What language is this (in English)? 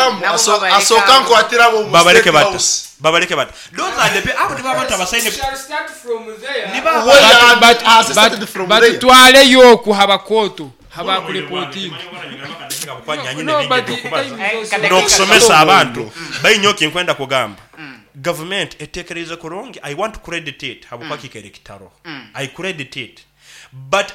Nyoro